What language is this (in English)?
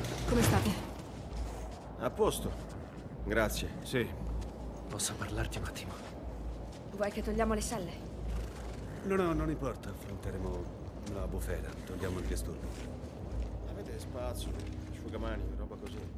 Italian